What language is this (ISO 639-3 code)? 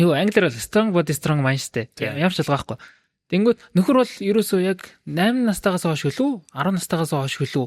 mon